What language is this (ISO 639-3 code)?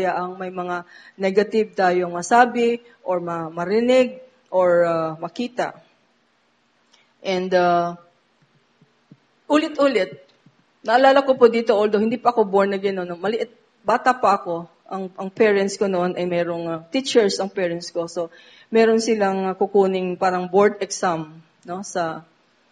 fil